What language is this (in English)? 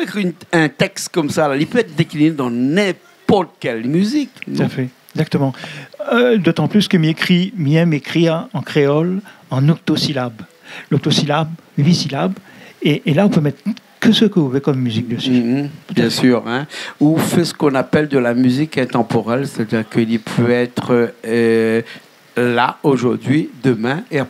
Réunion Creole French